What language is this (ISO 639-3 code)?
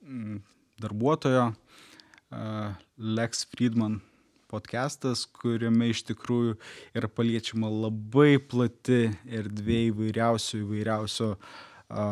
lit